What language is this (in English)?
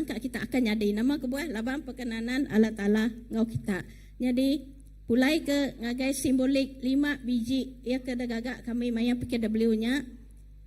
Iban